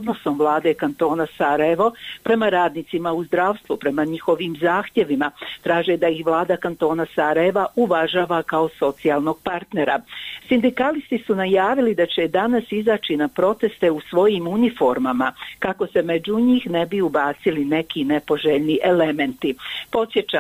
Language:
Bosnian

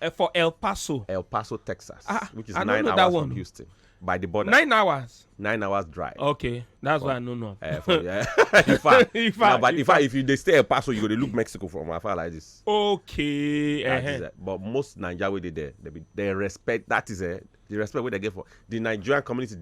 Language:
Nigerian Pidgin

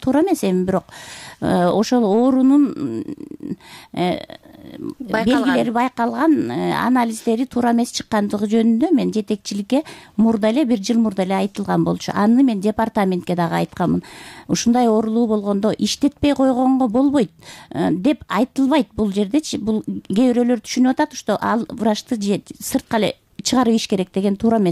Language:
Kyrgyz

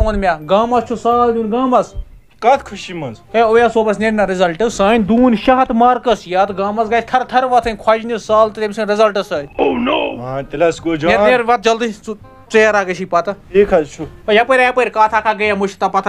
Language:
Kashmiri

